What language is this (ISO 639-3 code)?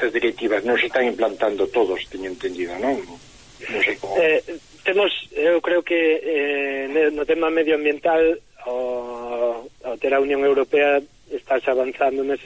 glg